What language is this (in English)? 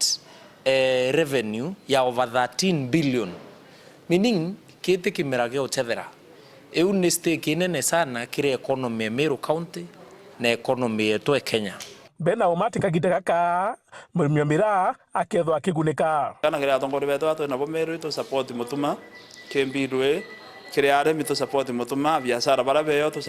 Meru